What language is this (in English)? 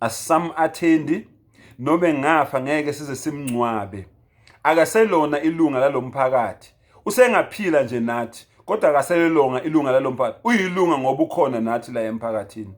Zulu